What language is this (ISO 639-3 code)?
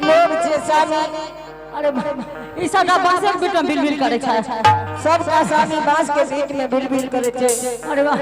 anp